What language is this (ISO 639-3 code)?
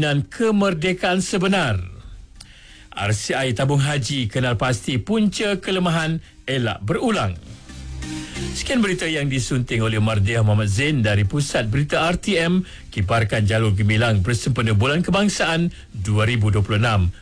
msa